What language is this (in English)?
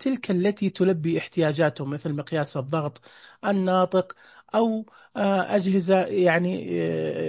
Najdi Arabic